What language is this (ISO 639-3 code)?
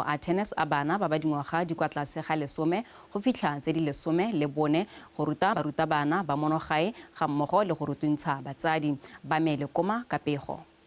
tsn